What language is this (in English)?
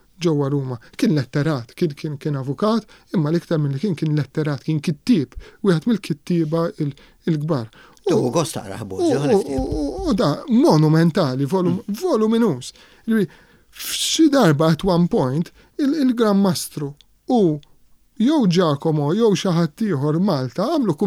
Maltese